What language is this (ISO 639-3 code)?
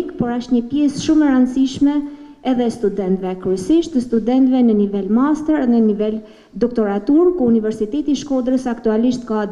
sqi